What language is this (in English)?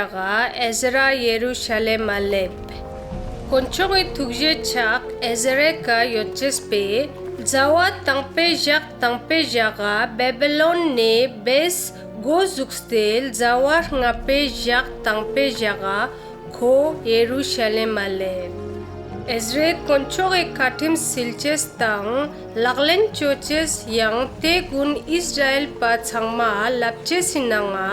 Ladakhi